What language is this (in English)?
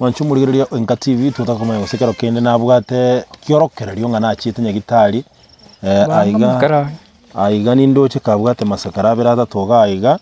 Gusii